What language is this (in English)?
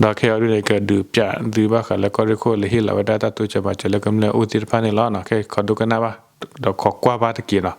S'gaw Karen